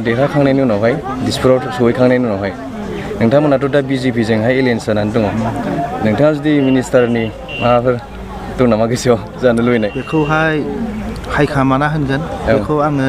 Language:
Bodo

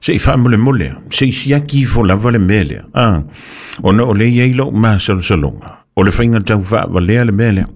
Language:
Samoan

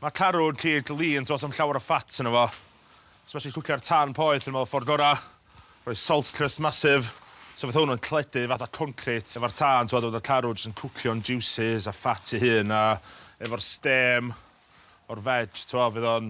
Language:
Welsh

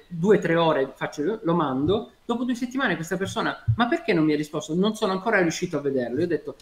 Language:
Italian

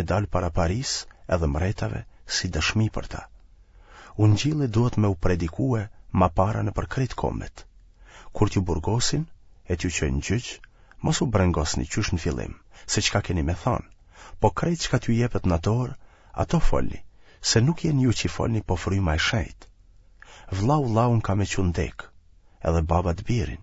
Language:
Albanian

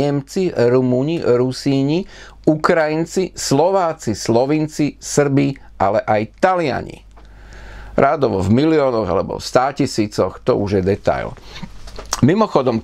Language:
Slovak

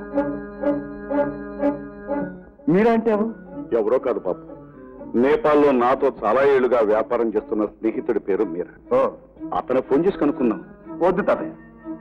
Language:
Telugu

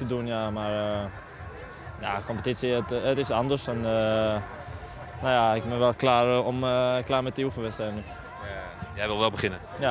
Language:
Dutch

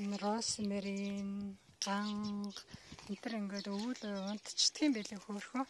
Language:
Mongolian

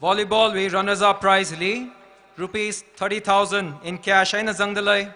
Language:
Tangkhul Naga (India)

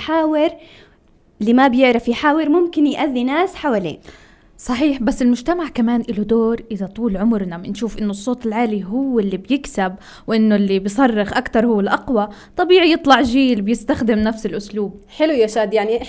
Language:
North Levantine Arabic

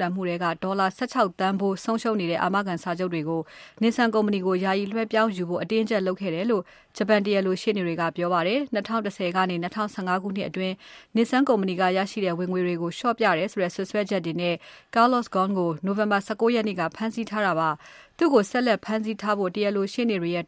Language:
Burmese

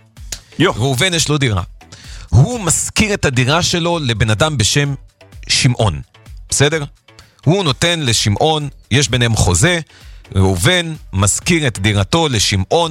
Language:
Hebrew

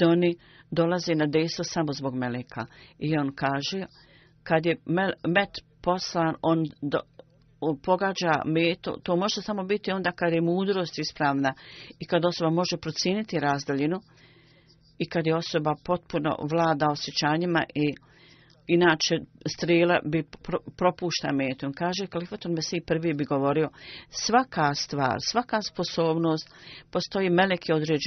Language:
Bosnian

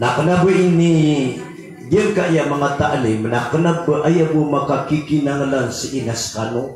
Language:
Maranao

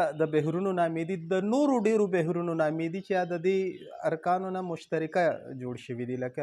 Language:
Pashto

